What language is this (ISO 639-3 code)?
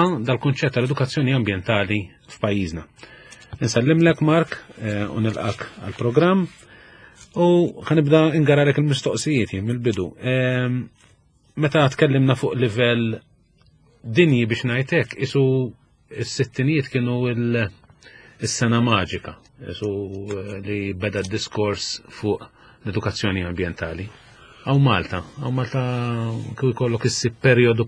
mlt